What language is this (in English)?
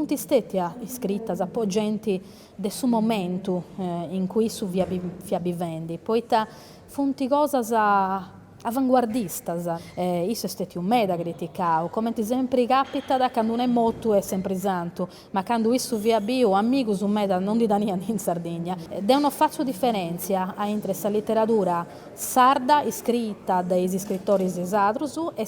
Sardinian